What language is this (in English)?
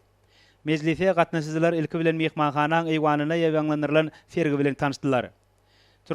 Turkmen